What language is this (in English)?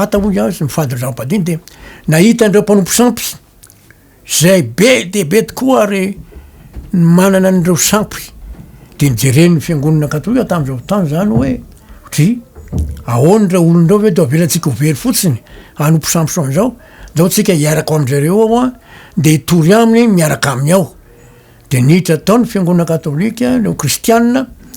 Malagasy